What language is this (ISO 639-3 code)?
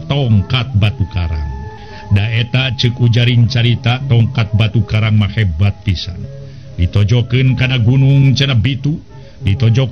sun